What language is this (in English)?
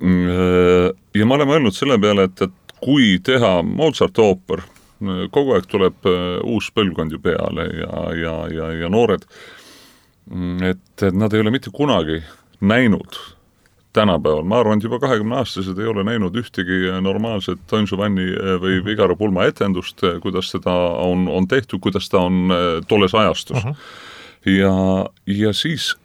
Estonian